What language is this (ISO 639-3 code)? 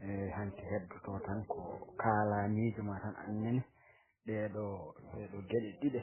ful